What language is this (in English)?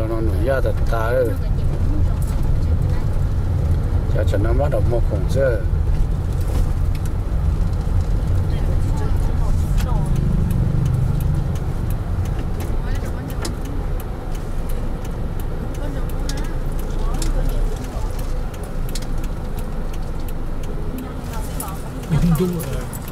Vietnamese